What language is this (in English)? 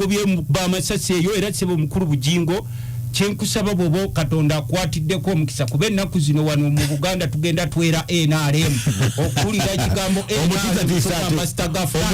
Ganda